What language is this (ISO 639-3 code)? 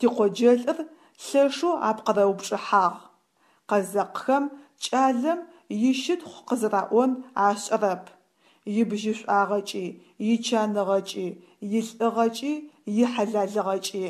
ady